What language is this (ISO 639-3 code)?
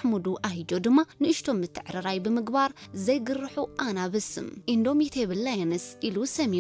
tir